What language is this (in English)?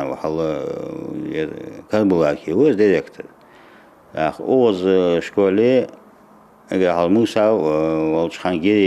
Ingush